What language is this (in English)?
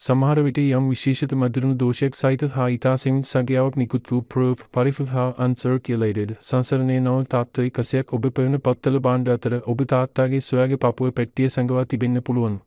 Sinhala